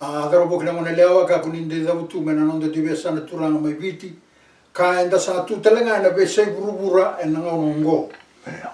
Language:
Fijian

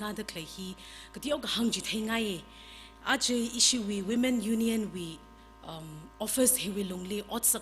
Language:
Tangkhul Naga (India)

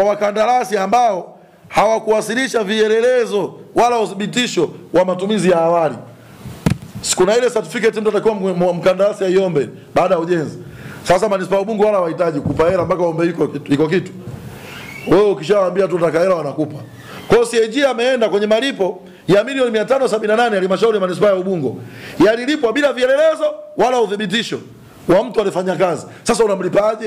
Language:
Swahili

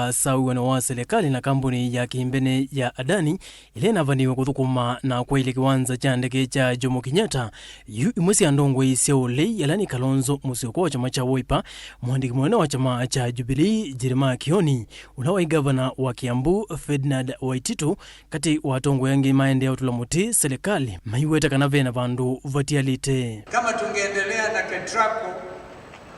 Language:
Kamba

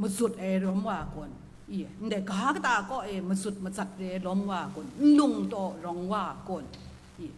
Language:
Kachin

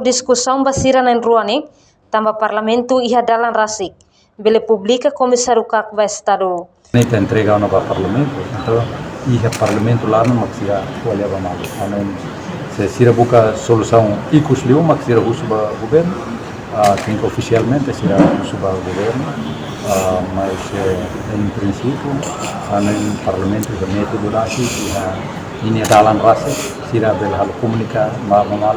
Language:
Tetum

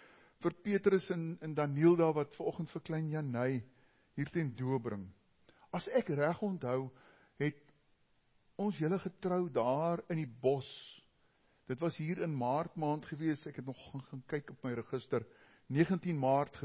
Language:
Afrikaans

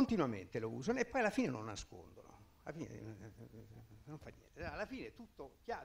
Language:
Italian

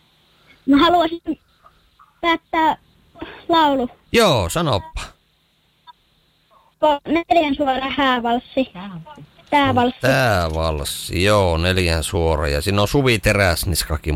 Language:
Finnish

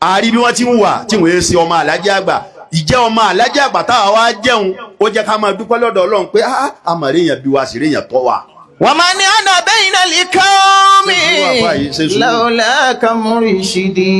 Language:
Yoruba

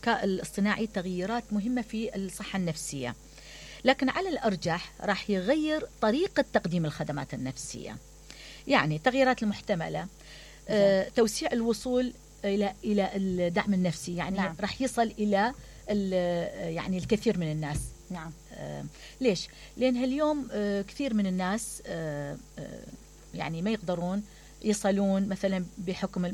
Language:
Mesopotamian Arabic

